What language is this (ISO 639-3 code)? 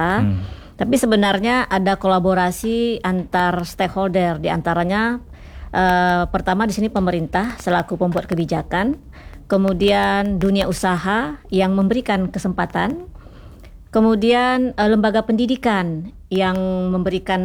ind